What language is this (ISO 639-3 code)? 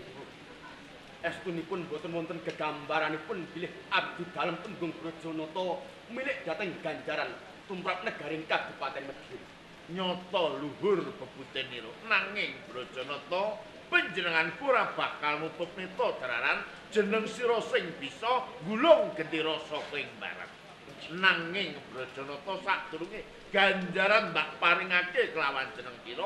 jav